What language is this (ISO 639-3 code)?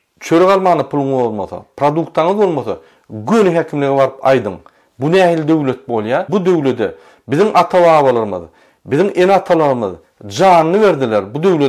tuk